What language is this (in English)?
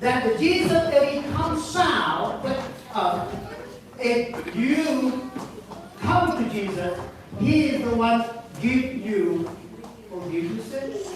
Central Mnong